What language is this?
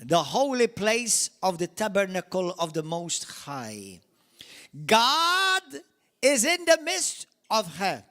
English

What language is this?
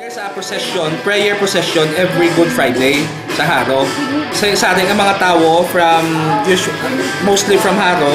Hiligaynon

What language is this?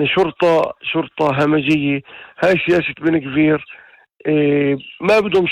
North Levantine Arabic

